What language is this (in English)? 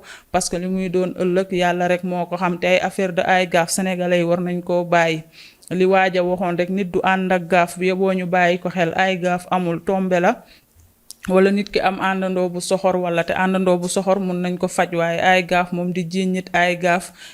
Wolof